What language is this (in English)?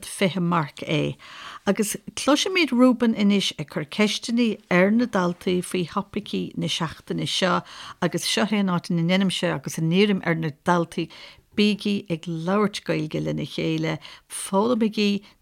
Irish